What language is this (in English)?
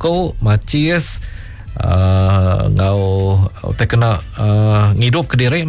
Iban